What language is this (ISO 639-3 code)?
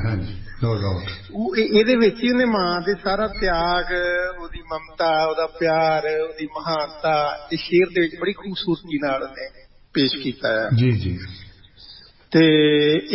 pan